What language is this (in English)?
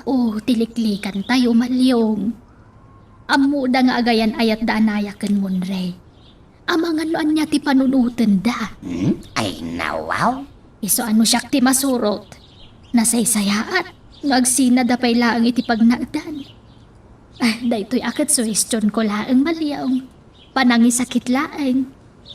Iloko